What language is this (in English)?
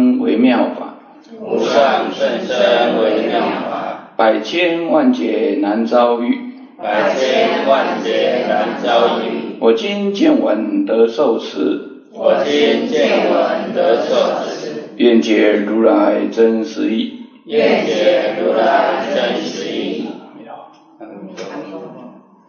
Chinese